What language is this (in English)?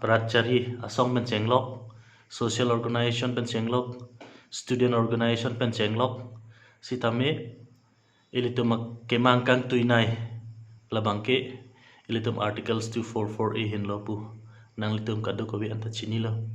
Karbi